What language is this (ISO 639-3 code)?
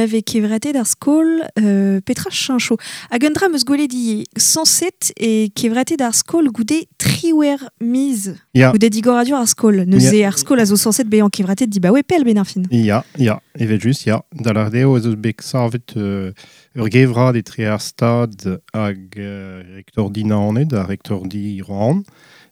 bre